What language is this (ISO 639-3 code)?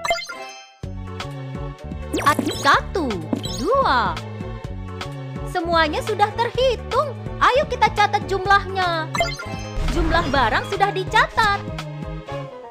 ind